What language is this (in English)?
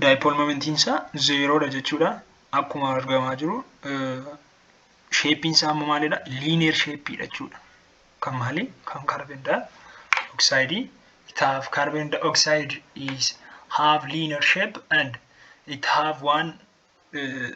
Oromo